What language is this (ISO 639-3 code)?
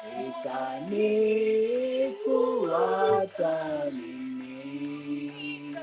kln